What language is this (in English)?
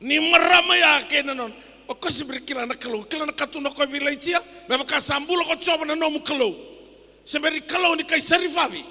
Fijian